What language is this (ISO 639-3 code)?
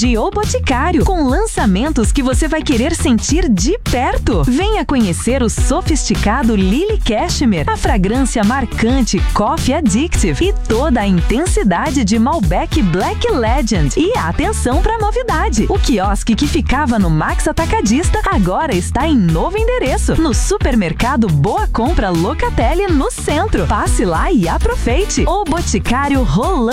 por